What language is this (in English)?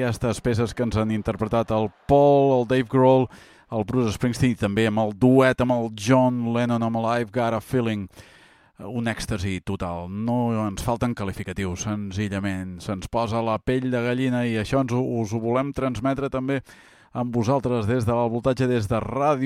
Catalan